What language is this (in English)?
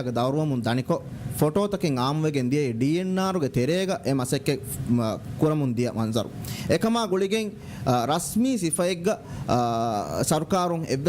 Divehi